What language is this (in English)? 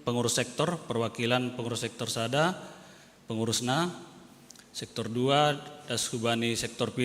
Batak Simalungun